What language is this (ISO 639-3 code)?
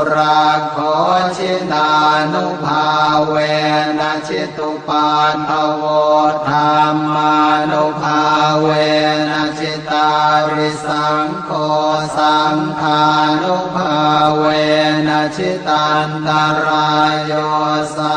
pli